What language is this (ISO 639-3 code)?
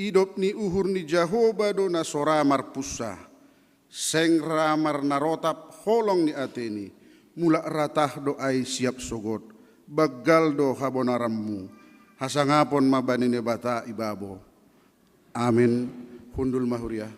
bts